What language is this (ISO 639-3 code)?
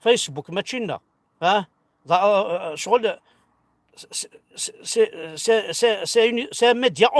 kab